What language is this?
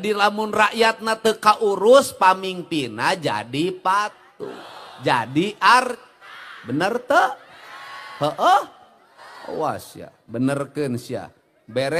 Sundanese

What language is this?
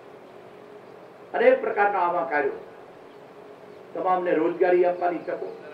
Gujarati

